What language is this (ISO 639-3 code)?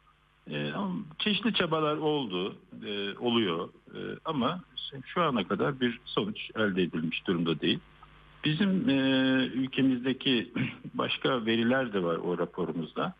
tur